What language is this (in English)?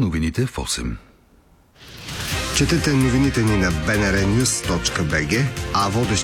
Bulgarian